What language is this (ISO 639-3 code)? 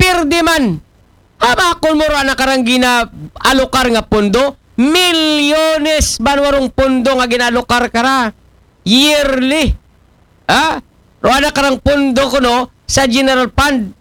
akl